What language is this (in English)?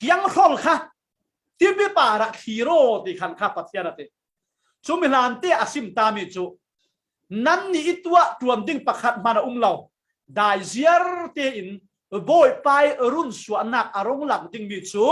Falam Chin